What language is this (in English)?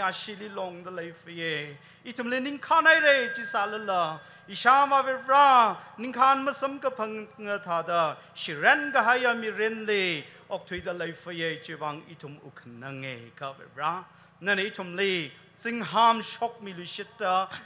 Tangkhul Naga (India)